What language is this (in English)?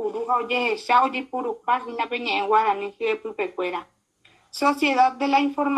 Guarani